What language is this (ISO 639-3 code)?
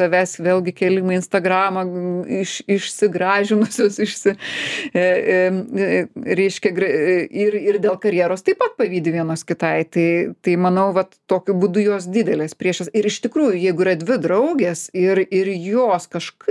lit